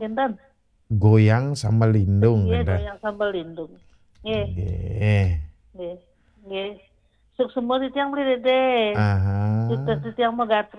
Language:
Balinese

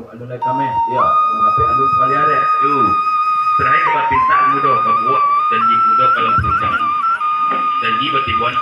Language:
Minangkabau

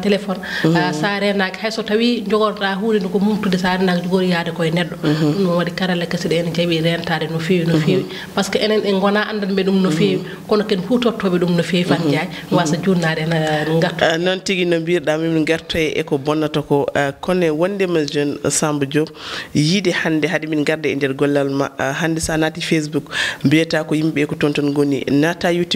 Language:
Fula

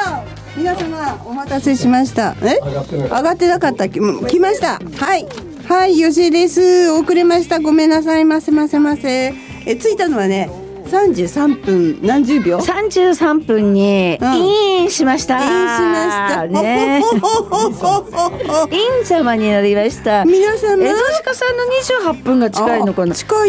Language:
Japanese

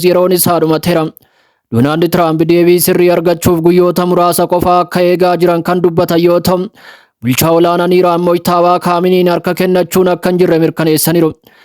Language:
Oromo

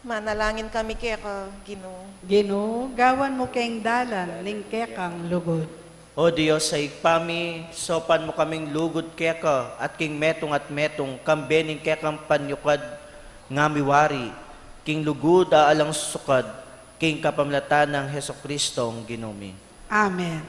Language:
Pampanga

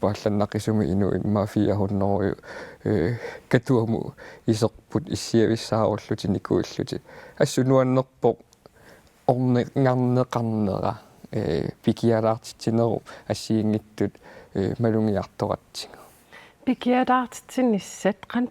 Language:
Kalaallisut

